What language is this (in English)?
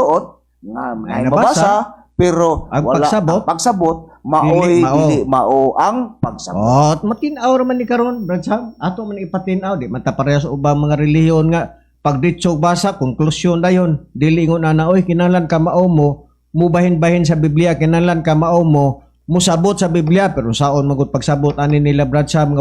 Cebuano